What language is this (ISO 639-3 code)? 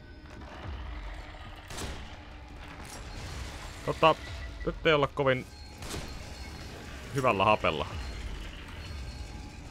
fin